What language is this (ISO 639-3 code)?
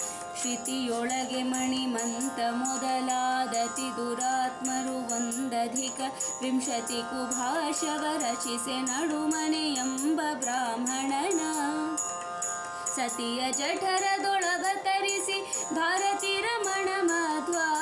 kan